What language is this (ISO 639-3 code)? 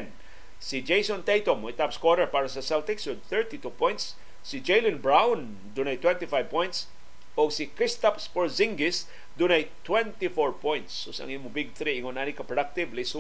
ceb